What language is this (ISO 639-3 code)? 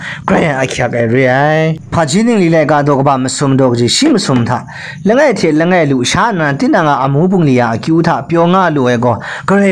kac